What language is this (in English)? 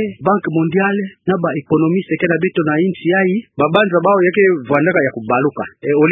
Kituba (Democratic Republic of Congo)